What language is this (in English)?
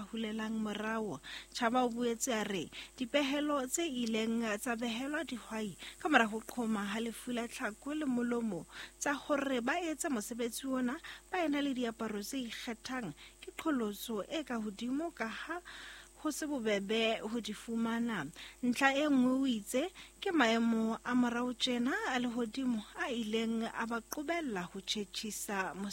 Southern Sotho